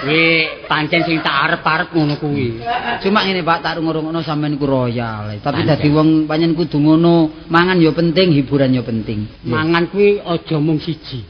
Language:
Javanese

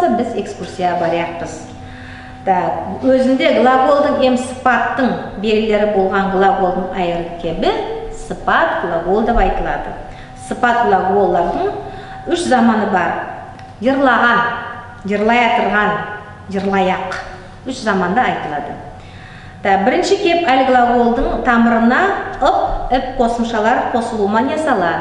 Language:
Nogai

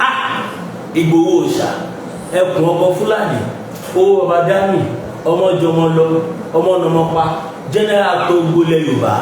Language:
Yoruba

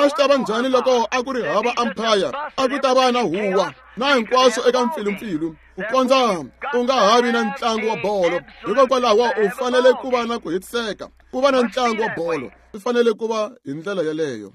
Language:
Tsonga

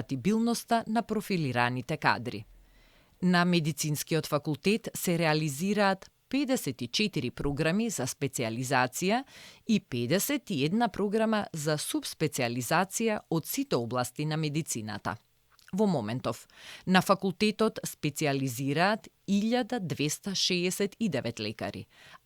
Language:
Macedonian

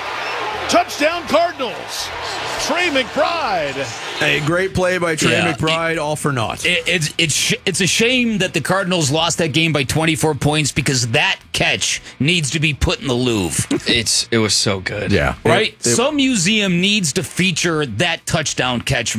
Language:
English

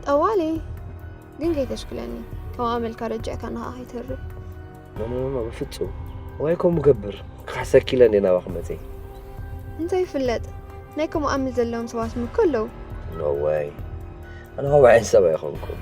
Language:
Tigrinya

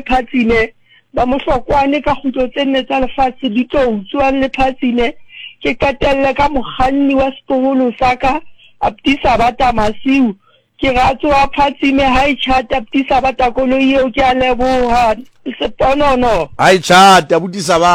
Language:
Southern Sotho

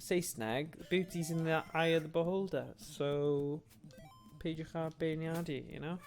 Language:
Welsh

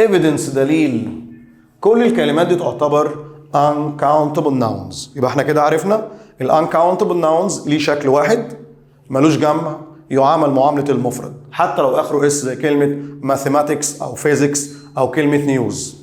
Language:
Egyptian Arabic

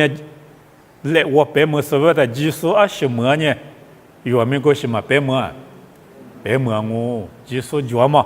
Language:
Lisu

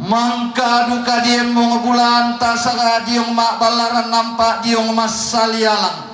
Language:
Toraja-Sa'dan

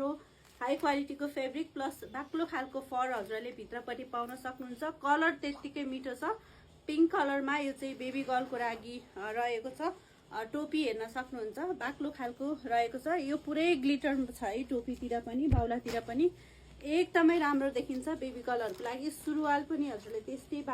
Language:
Nepali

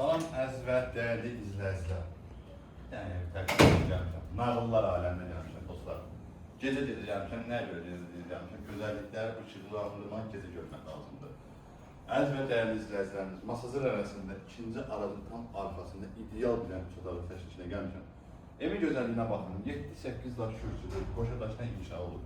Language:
Azerbaijani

